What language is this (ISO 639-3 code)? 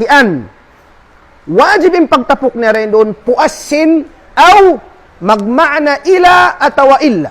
tsg